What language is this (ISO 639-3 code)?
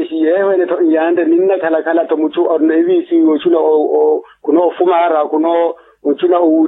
vmw